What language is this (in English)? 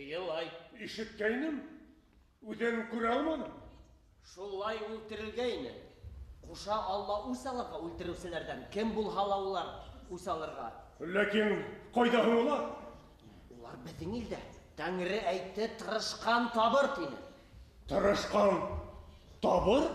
Bashkir